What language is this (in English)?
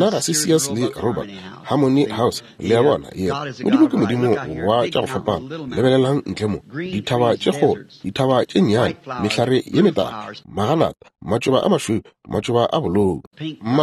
Northern Sotho